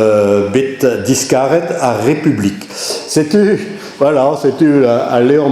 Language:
Breton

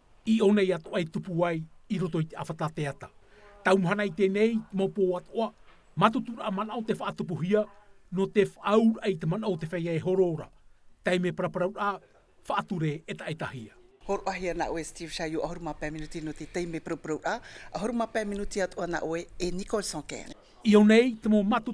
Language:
Tahitian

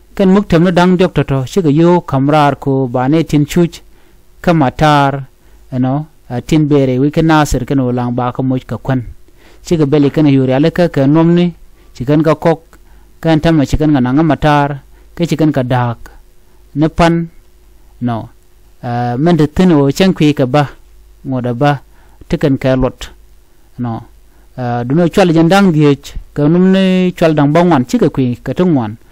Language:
Nuer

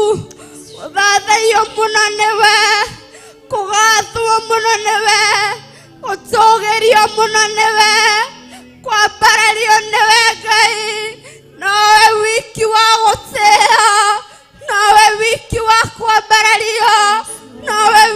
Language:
Kikuyu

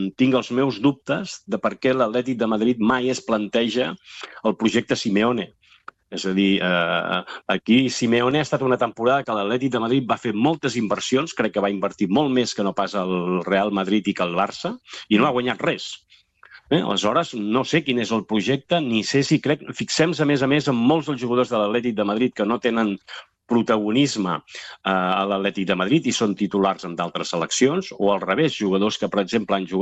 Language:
Catalan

